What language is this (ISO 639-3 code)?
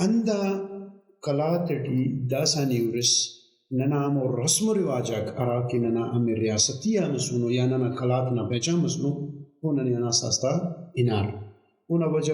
brh